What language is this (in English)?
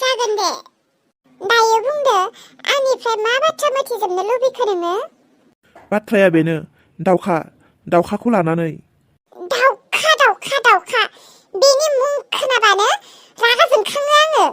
Bodo